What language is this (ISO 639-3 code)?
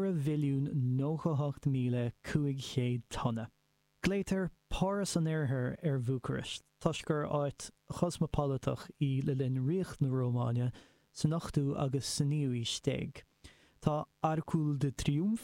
gle